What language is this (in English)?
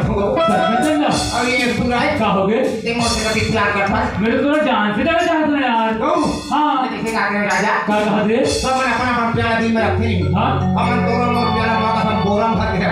Chhattisgarhi